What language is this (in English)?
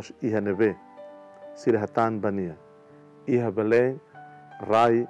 Tetum